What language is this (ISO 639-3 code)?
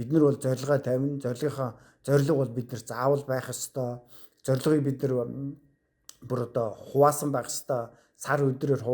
mon